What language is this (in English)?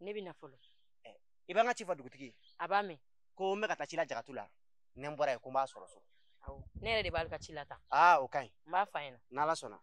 Bambara